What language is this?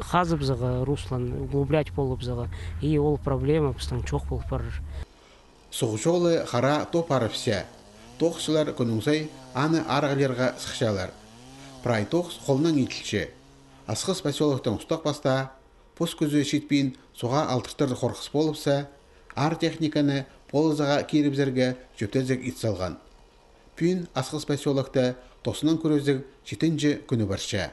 Khakas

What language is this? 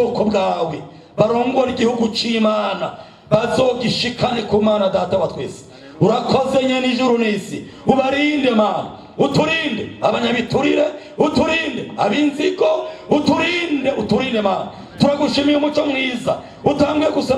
Rundi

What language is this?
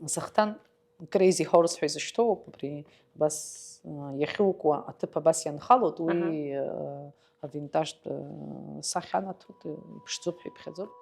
Abkhazian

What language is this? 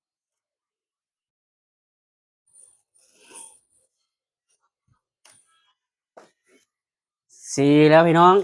Lao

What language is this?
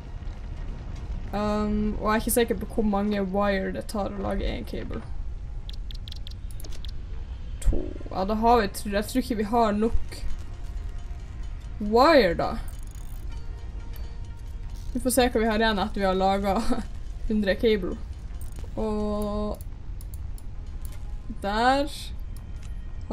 Norwegian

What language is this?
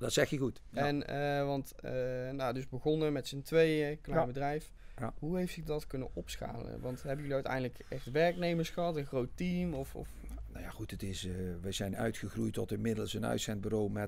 Dutch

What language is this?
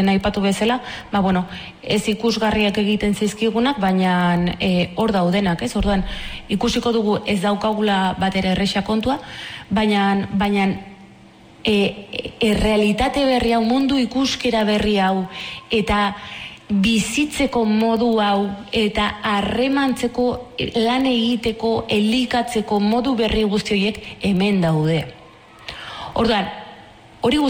Basque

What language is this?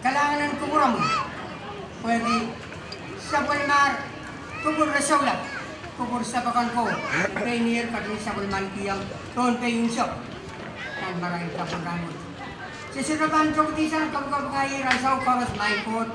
Pohnpeian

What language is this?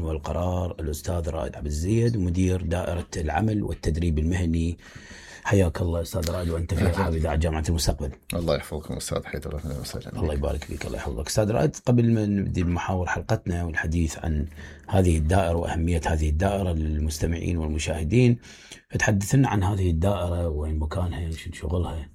Mesopotamian Arabic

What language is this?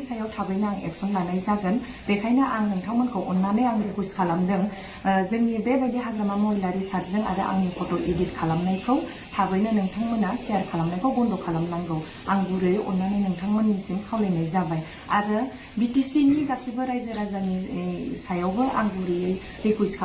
Bodo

